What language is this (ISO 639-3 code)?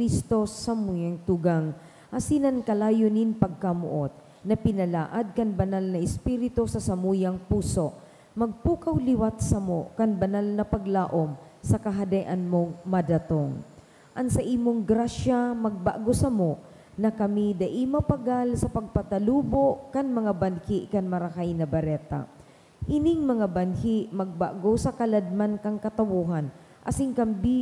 bik